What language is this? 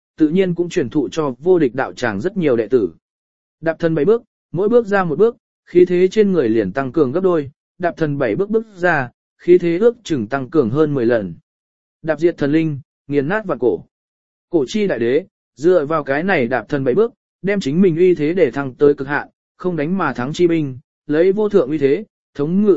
Vietnamese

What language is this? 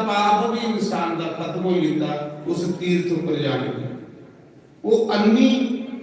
Dogri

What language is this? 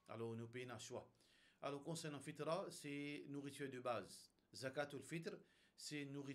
Morisyen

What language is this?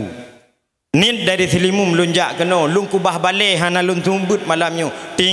Achinese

